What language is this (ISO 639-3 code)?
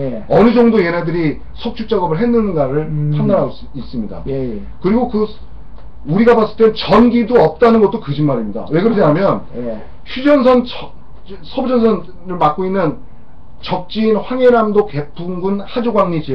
kor